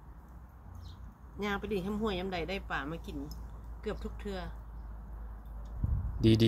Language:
Lao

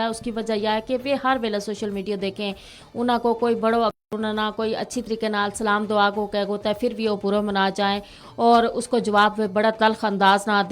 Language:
Gujari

